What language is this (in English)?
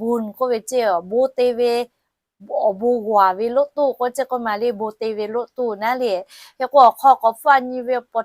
Lahu